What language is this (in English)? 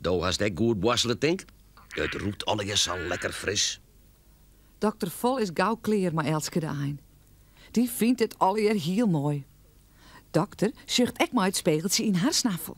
Western Frisian